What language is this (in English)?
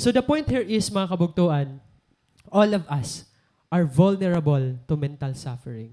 Waray